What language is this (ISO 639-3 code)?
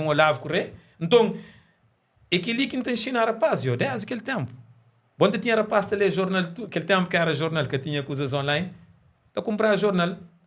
kea